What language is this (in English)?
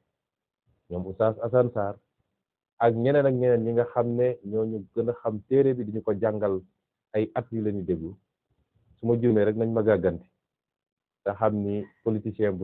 Wolof